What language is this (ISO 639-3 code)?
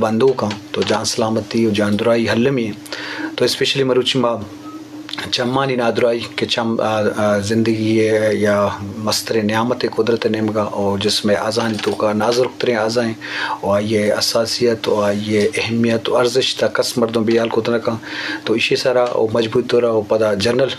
bgp